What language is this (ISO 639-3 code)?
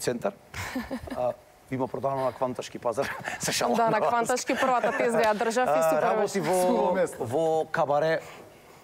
mkd